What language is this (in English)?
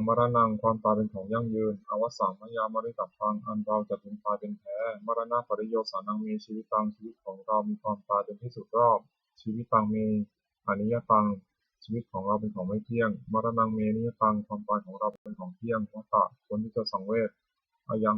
Pali